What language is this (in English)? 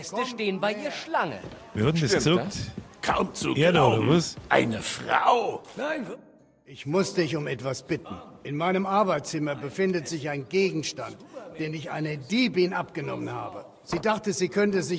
Bavarian